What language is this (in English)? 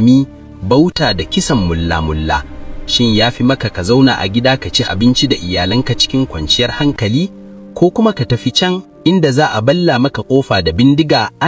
Hausa